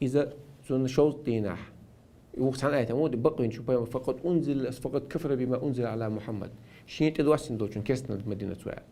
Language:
Chechen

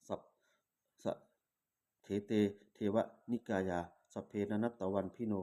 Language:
Pali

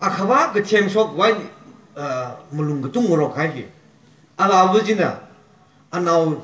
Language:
Tangkhul Naga (India)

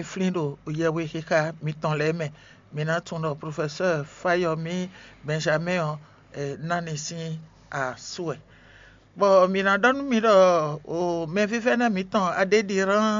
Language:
Fon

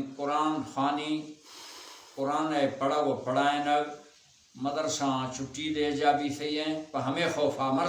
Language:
Baluchi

